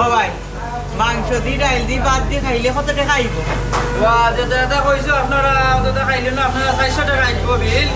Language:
Sylheti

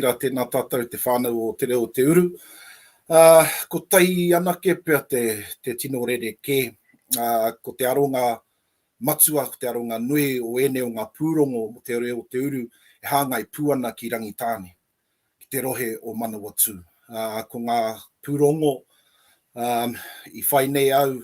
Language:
Māori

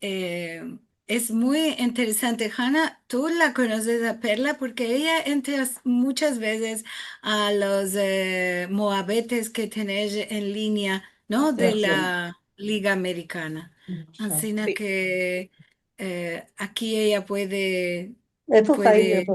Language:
Ladino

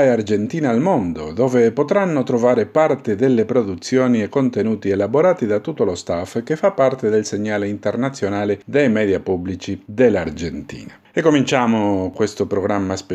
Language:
Italian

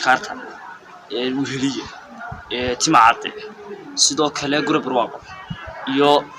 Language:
Somali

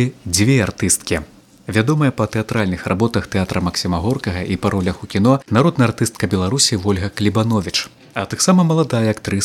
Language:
Belarusian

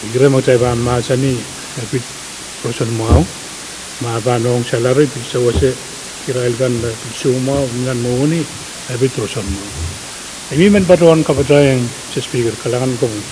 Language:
Pohnpeian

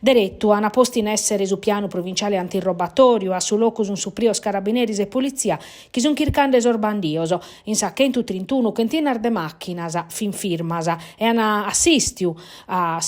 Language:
Sardinian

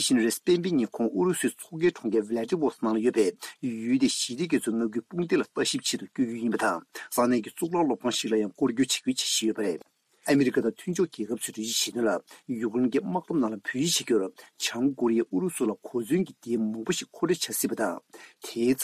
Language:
Tibetan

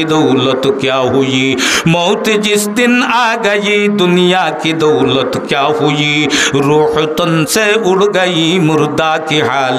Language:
Sylheti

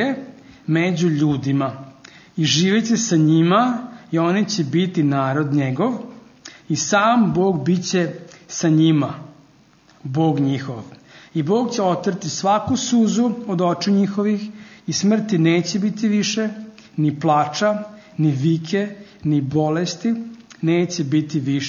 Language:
Serbian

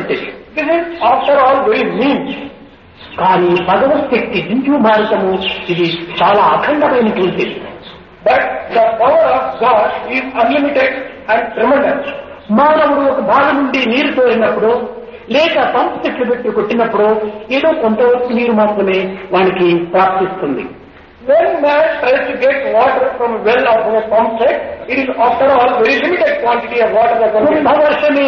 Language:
Telugu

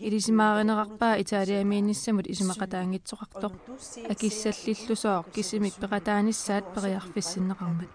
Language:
Kalaallisut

